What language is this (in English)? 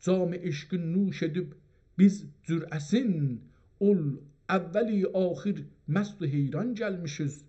South Azerbaijani